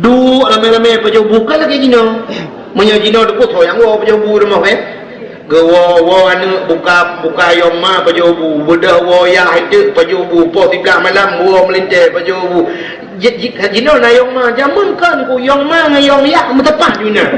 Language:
Achinese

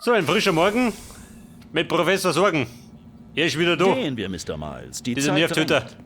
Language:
Bavarian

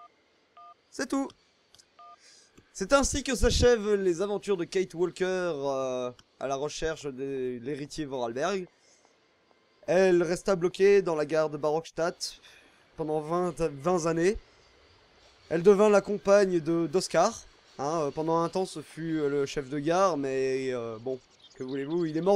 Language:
French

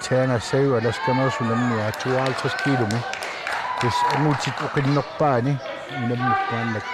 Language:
Kalaallisut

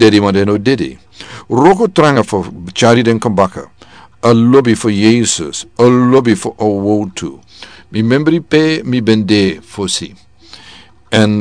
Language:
Sranan Tongo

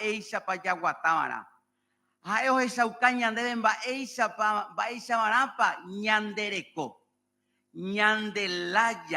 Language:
Guarani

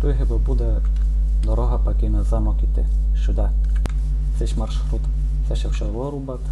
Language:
Rusyn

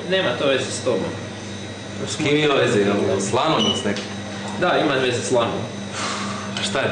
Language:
Croatian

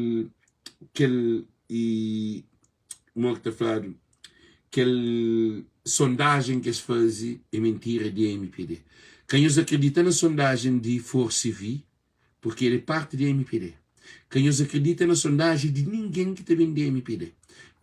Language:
Kabuverdianu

